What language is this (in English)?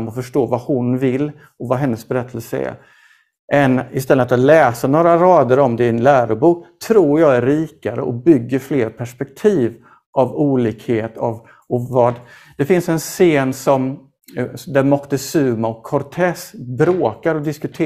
Swedish